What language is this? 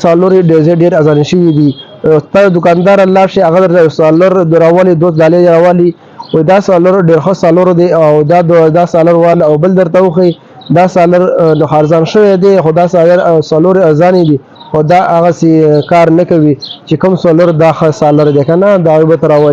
Pashto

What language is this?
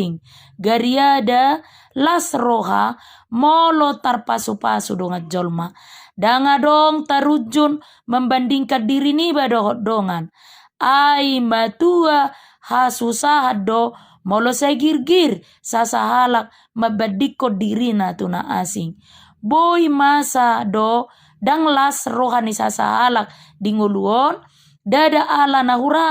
Batak Toba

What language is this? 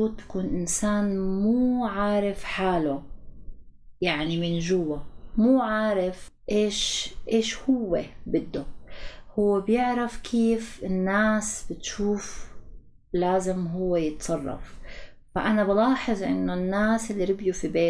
North Levantine Arabic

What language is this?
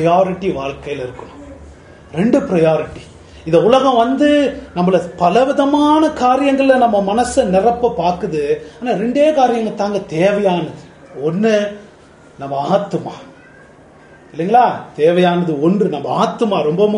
Tamil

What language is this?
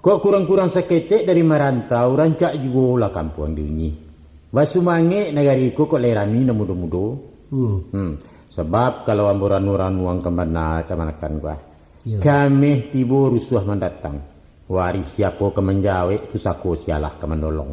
Minangkabau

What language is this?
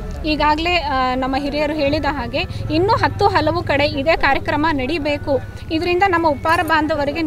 Kannada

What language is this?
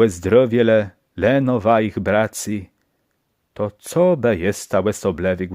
Kashubian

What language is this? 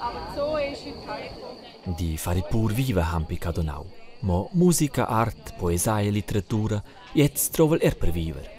Romansh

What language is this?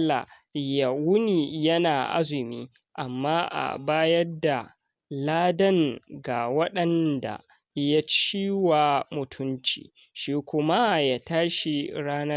Hausa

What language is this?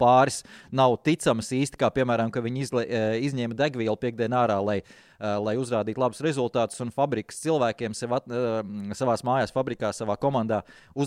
Latvian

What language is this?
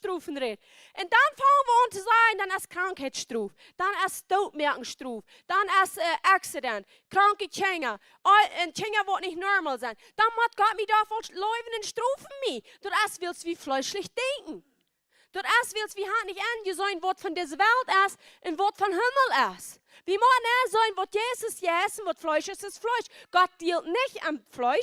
Plautdietsch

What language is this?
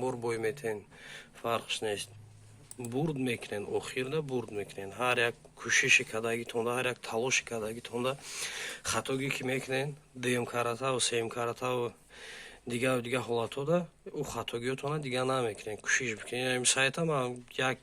Tajik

